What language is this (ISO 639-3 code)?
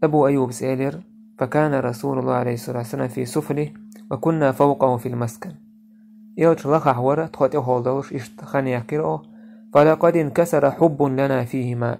che